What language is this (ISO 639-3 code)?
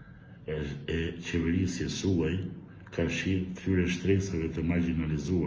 sqi